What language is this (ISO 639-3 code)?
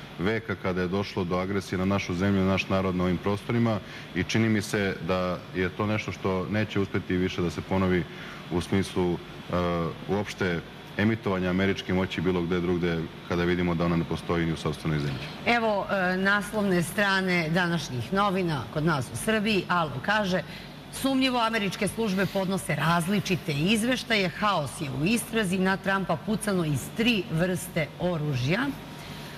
srp